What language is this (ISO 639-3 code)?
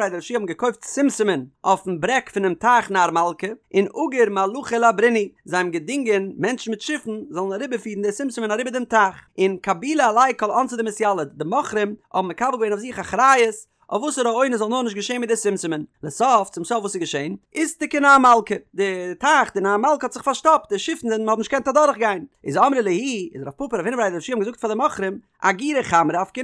yid